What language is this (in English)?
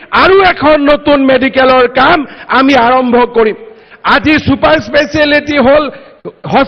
Assamese